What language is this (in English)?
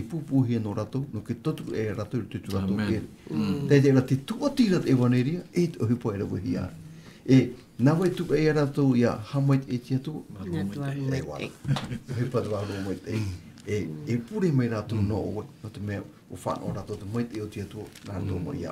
Tahitian